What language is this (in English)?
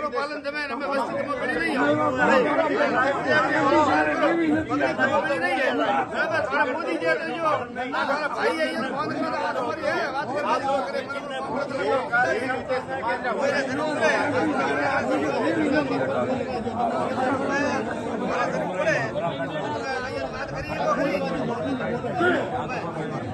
Gujarati